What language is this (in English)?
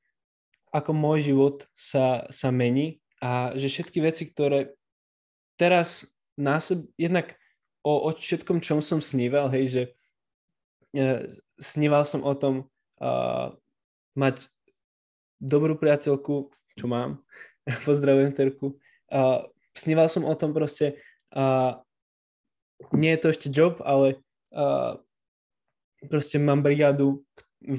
Slovak